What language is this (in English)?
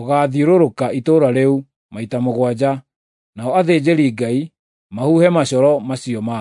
Kikuyu